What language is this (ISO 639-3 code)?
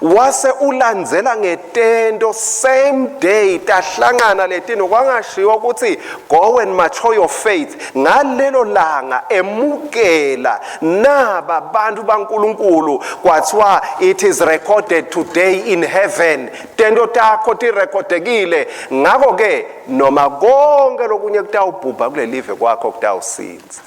ssw